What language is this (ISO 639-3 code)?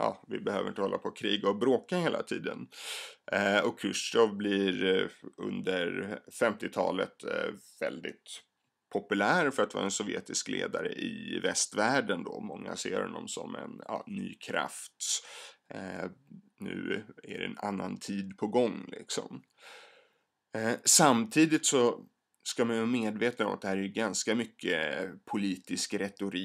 swe